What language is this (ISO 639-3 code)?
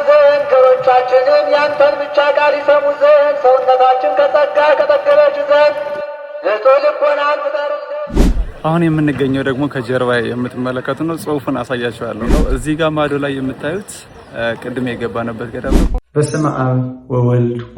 amh